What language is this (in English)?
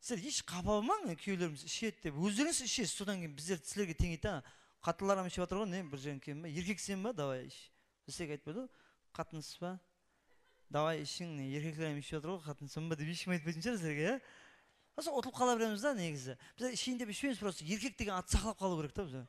Kara-Kalpak